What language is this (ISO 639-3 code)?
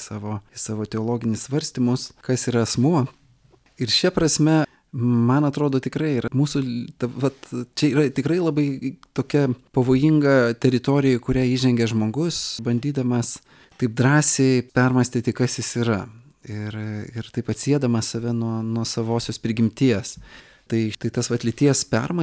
lit